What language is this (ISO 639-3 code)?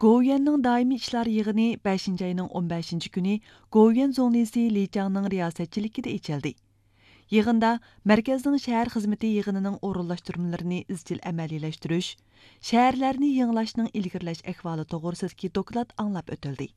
uig